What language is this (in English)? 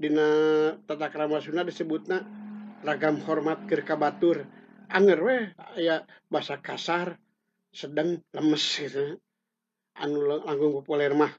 Sundanese